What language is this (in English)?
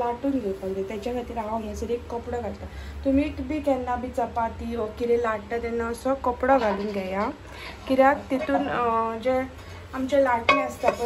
Konkani